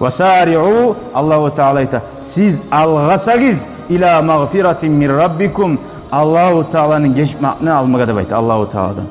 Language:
Kumyk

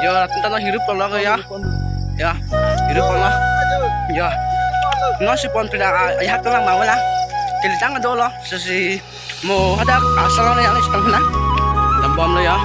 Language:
Karbi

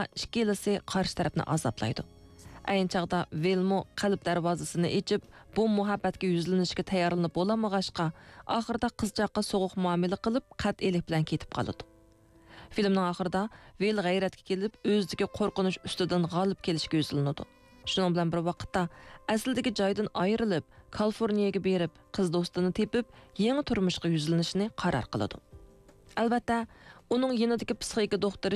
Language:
Uyghur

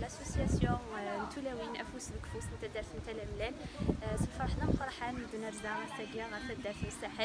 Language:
Kabyle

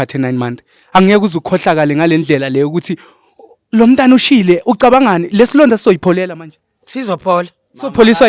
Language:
Zulu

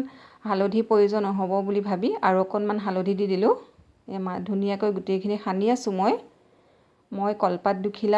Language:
Assamese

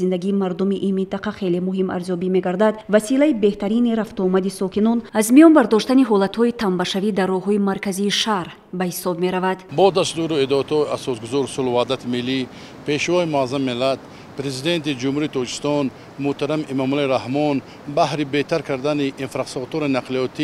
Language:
Tajik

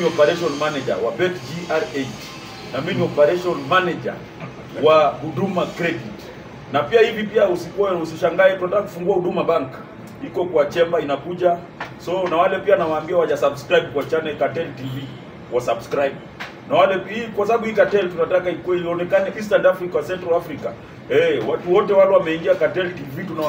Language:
Swahili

